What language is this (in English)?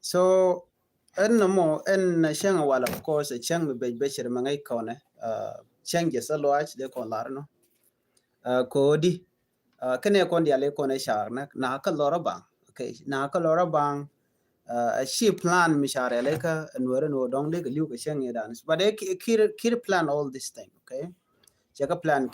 Nuer